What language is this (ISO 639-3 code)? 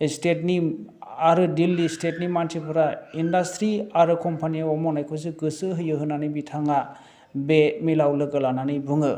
brx